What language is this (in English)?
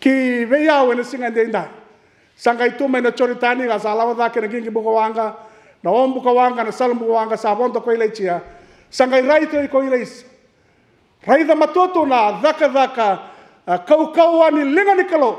Fijian